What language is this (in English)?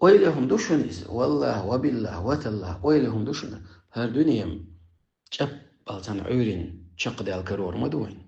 Chechen